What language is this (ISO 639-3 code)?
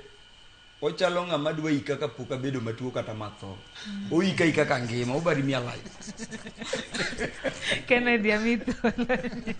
luo